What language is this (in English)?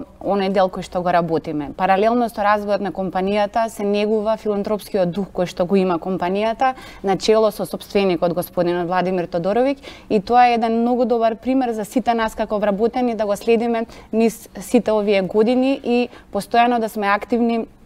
Macedonian